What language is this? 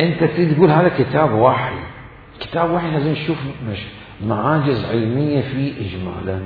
Mesopotamian Arabic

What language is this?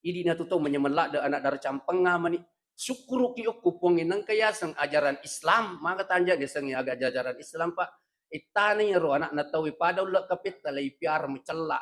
Buginese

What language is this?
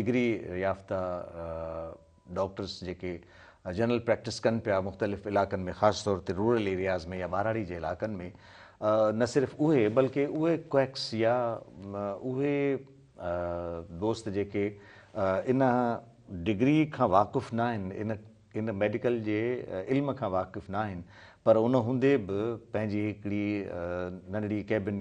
Sindhi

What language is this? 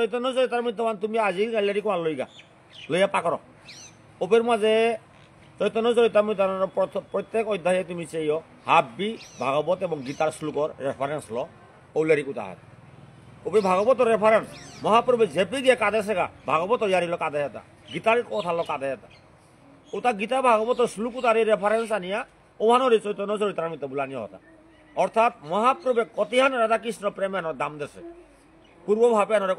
Bishnupriya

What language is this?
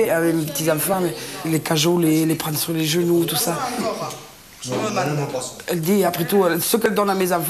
French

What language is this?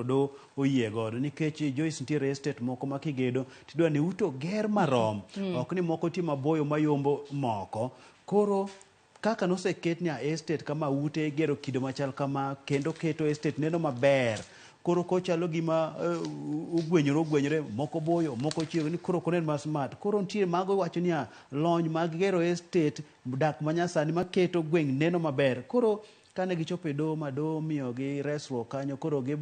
Luo (Kenya and Tanzania)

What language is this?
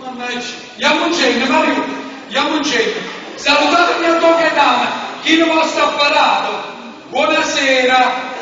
Neapolitan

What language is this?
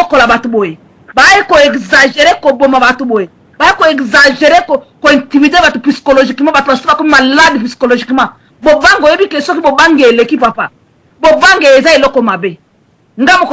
Lingala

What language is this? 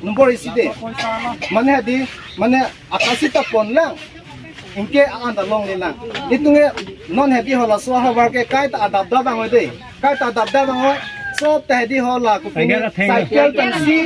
Karbi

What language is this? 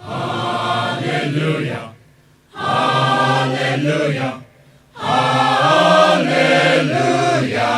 Poumei Naga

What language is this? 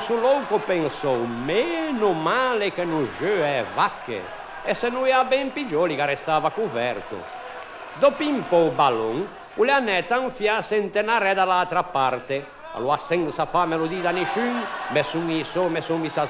Ligurian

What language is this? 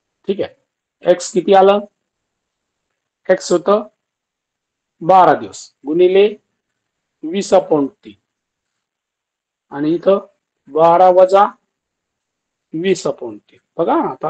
Marathi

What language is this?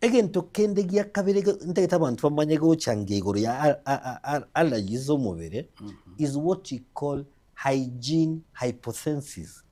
Gusii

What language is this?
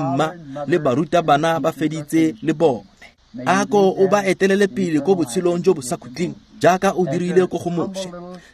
Tswana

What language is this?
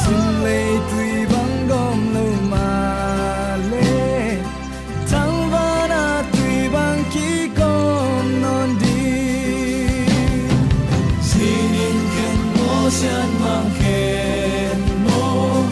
Tedim Chin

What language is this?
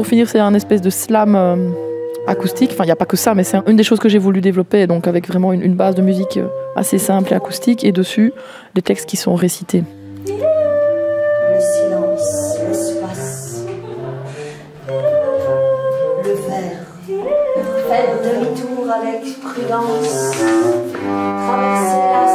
French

